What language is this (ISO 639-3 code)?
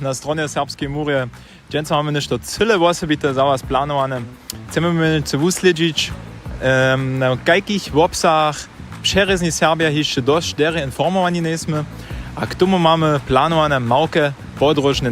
hsb